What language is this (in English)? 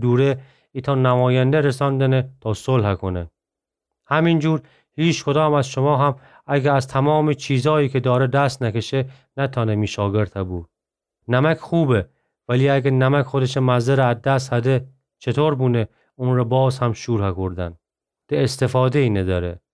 Gilaki